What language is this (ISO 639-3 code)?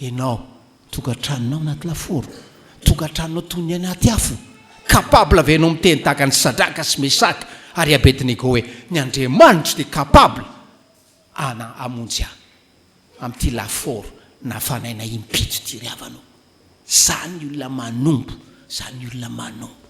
mlg